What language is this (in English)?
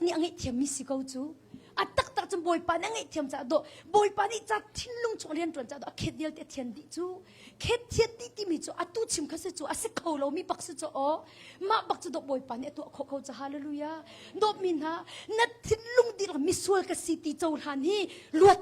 Hakha Chin